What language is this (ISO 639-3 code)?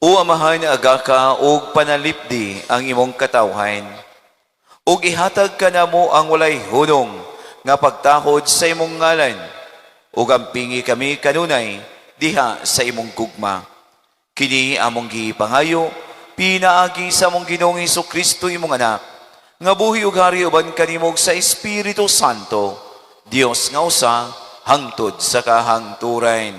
ceb